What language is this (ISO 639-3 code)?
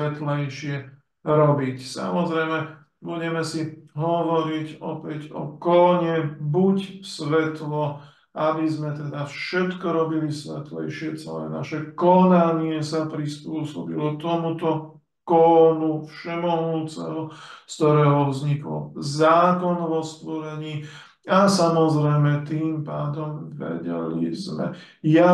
slk